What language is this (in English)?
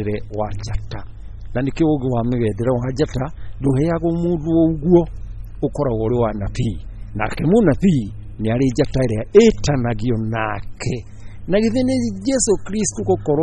Kikuyu